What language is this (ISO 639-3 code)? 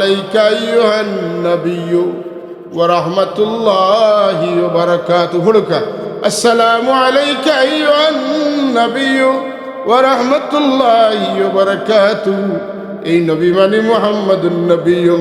syl